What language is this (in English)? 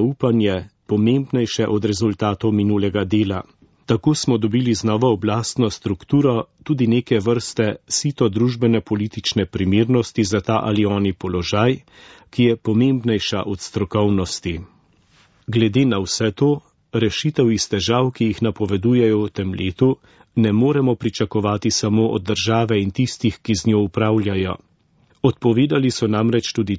Slovenian